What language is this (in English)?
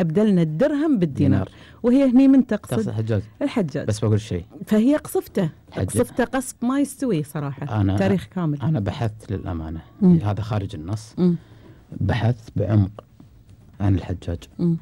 Gulf Arabic